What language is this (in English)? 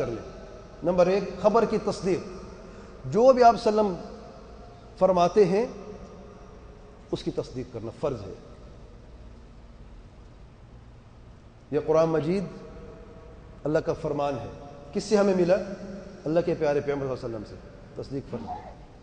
Urdu